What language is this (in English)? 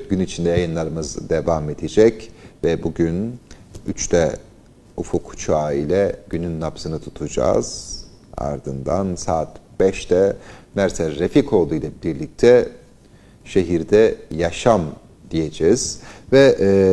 Turkish